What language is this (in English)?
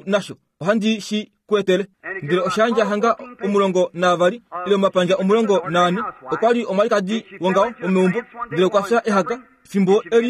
Kuanyama